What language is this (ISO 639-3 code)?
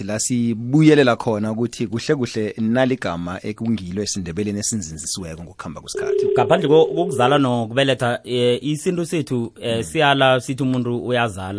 nbl